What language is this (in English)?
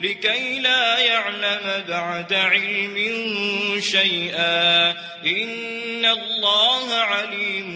Maranao